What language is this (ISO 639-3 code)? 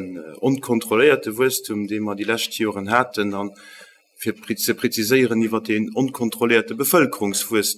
ltz